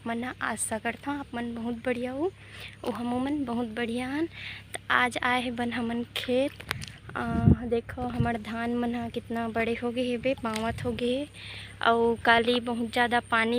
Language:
Chhattisgarhi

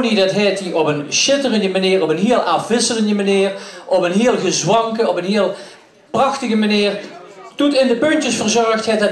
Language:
Limburgish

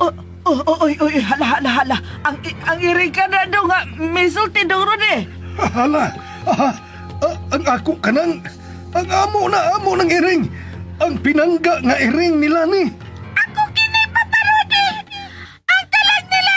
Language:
Cebuano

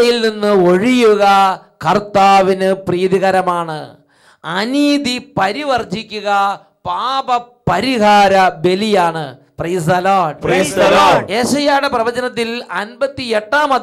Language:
Malayalam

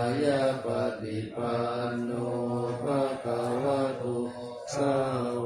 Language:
Pali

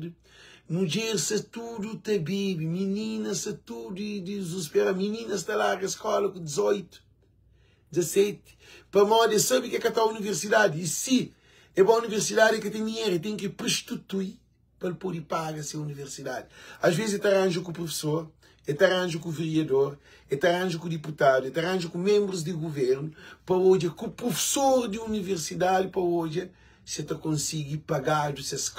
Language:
Kabuverdianu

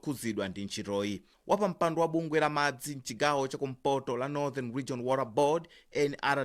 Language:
Nyanja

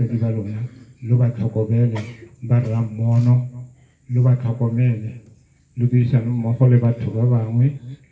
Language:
Tswana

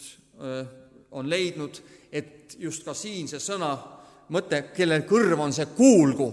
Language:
Estonian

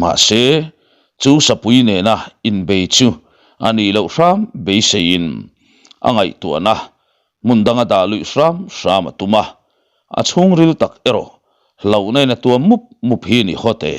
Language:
Mizo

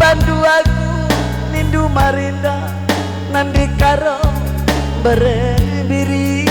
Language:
Batak Karo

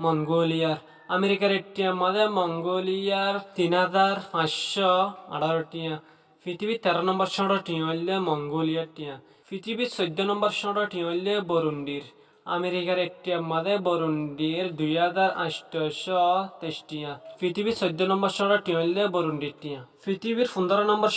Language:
Rohingya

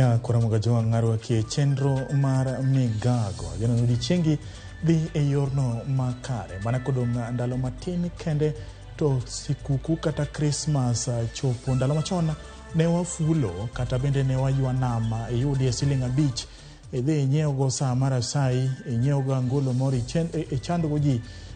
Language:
Luo (Kenya and Tanzania)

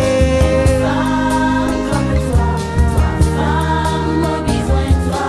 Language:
Réunion Creole French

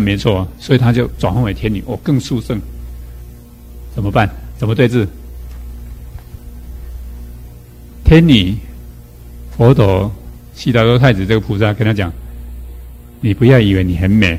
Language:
Chinese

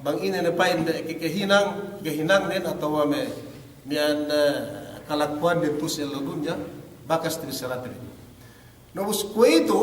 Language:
Yakan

